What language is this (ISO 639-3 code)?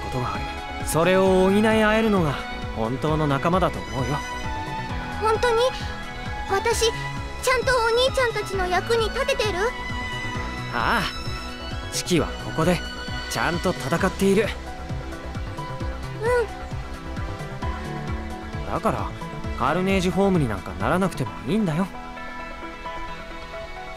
jpn